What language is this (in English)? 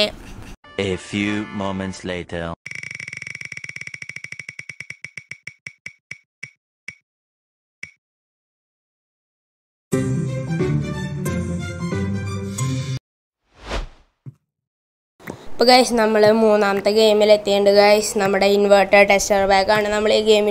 Malayalam